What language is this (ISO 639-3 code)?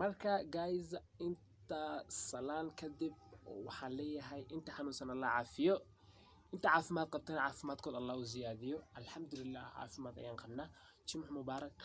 som